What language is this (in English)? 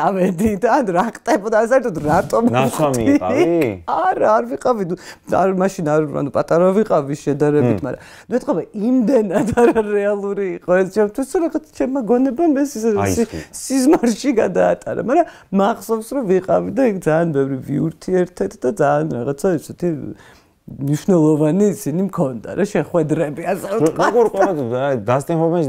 Georgian